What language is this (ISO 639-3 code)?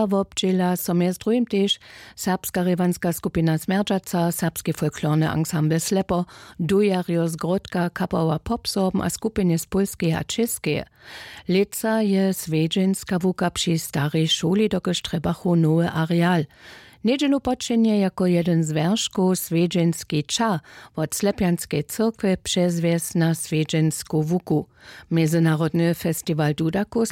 hsb